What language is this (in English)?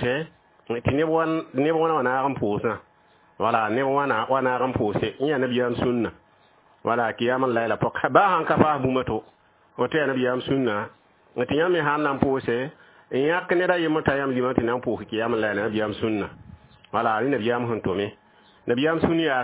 Mossi